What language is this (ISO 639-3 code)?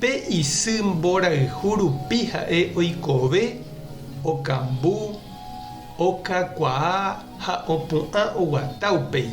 grn